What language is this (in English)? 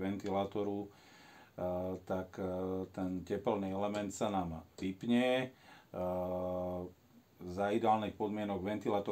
Slovak